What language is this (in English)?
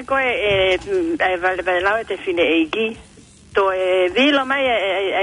Tongan